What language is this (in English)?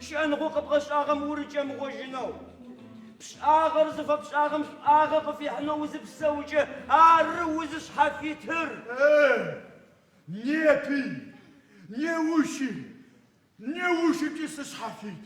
Adyghe